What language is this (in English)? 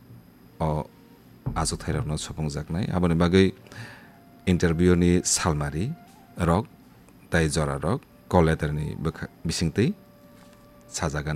Kok Borok